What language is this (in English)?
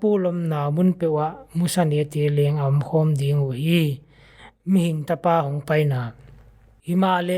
Paite Chin